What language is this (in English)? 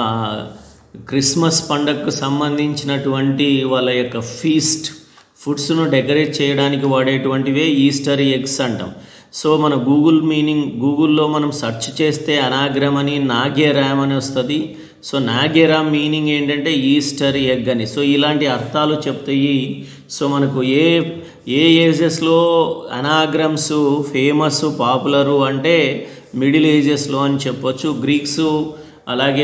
Telugu